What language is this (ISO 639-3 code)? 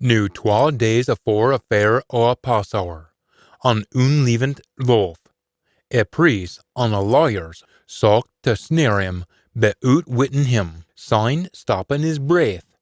sco